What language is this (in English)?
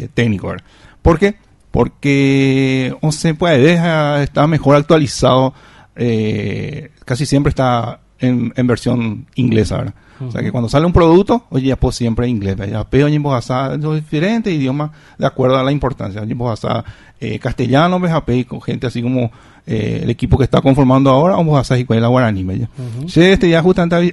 Guarani